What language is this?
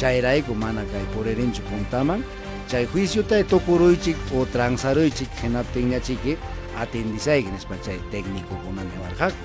Ayacucho Quechua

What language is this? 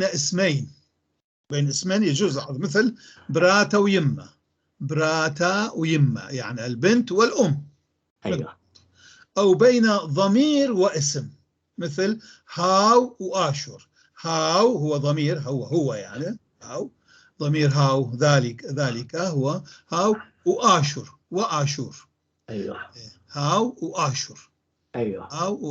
North Levantine Arabic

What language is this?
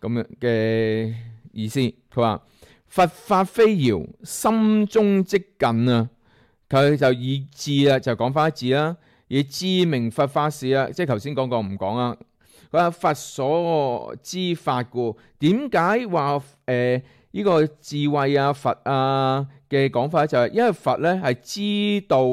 Cantonese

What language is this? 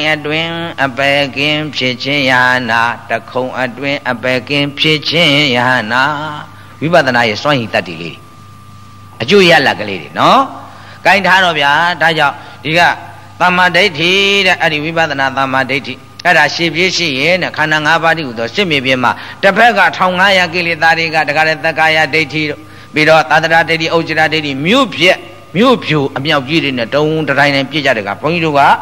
Burmese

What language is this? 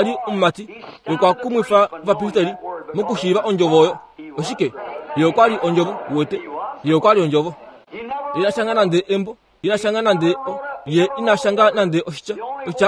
Kuanyama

